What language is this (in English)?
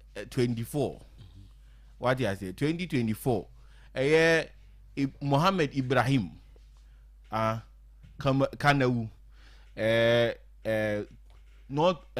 Akan